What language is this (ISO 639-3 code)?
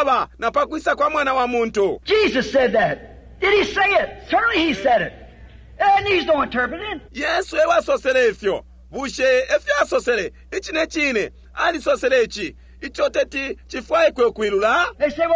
bem